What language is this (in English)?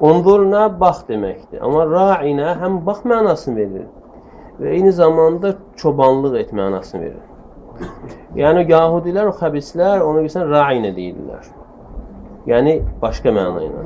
Azerbaijani